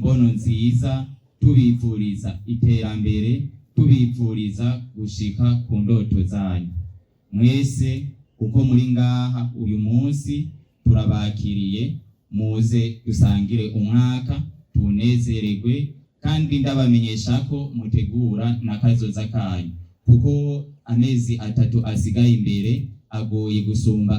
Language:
Rundi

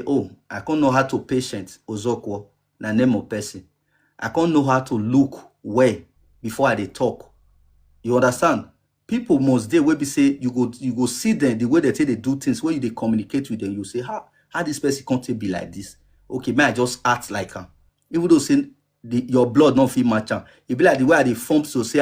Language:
Nigerian Pidgin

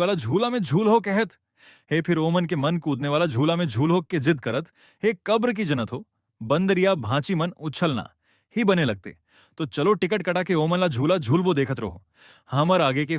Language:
Chhattisgarhi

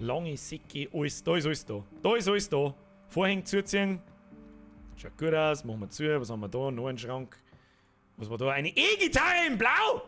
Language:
Bavarian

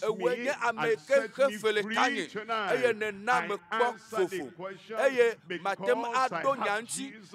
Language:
Ewe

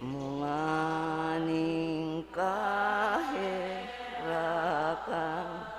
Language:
Bikol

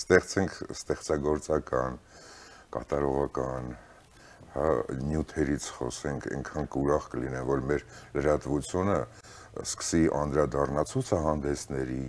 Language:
Armenian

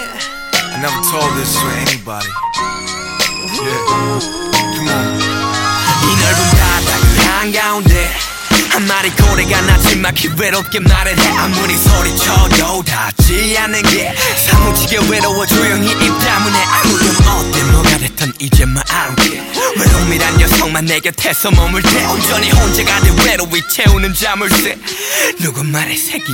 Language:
Korean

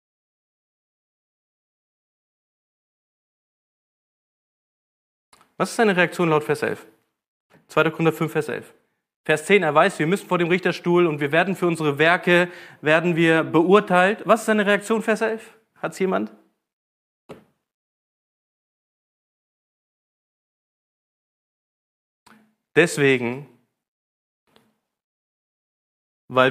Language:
German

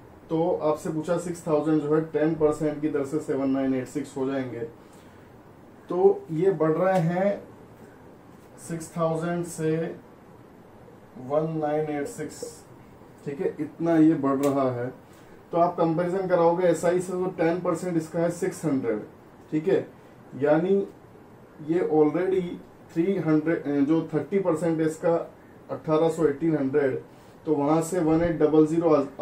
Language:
Hindi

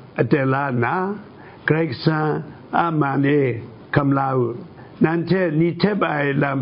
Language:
Kachin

